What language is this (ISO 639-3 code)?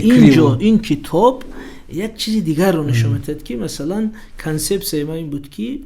tgk